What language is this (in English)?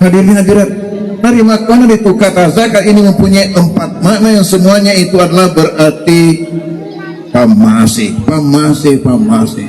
Buginese